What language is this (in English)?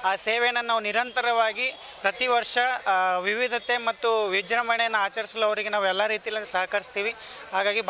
Kannada